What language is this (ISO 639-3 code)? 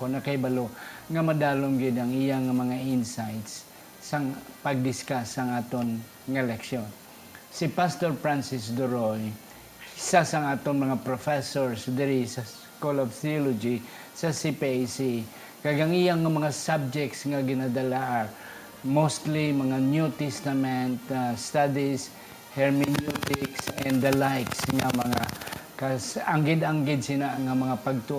hil